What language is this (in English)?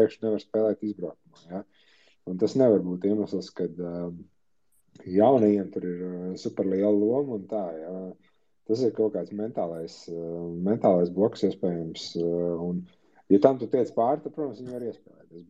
Latvian